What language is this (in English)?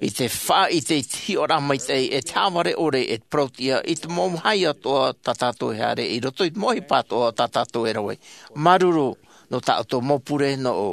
Tahitian